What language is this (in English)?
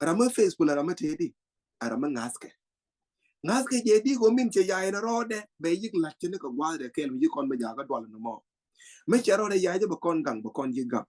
Nuer